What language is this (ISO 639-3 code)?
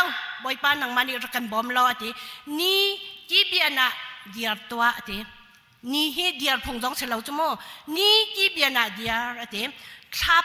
cnh